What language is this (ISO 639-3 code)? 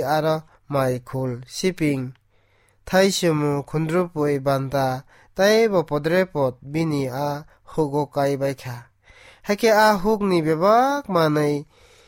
trp